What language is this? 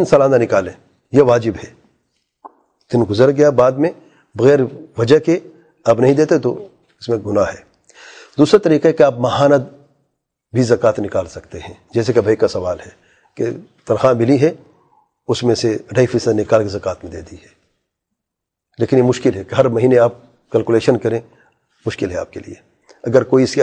Urdu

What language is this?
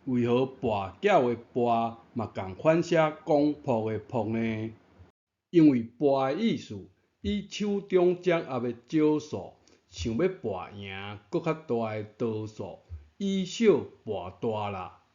Min Nan Chinese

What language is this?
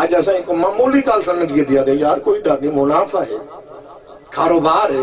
Saraiki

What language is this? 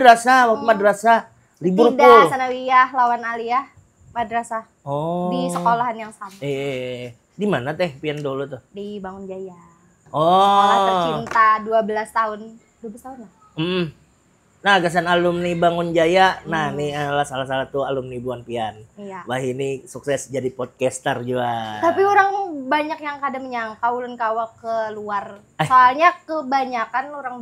Banjar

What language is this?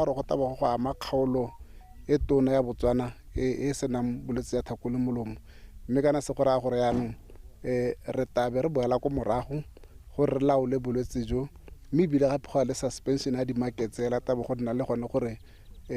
Tswana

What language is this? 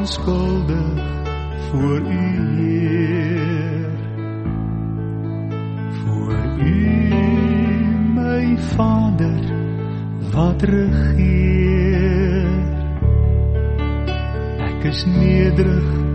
Afrikaans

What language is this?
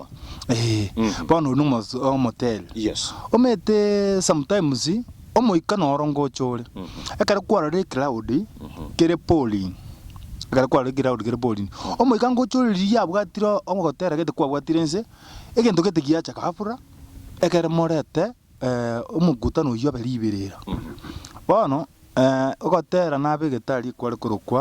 Gusii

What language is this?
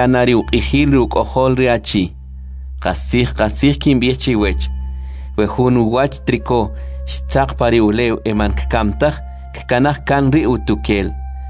Kʼicheʼ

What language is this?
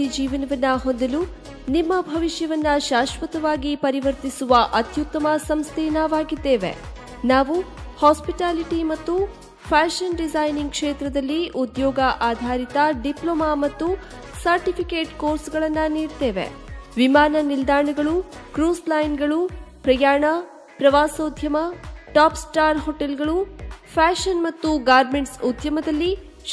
Kannada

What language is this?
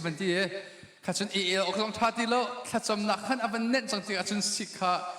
Hakha Chin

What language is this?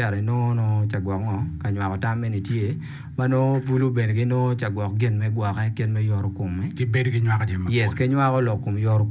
Acoli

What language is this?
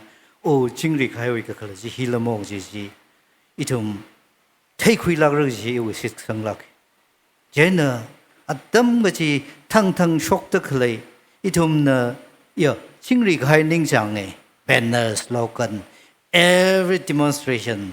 Tangkhul Naga (India)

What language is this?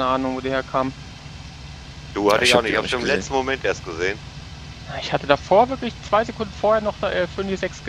German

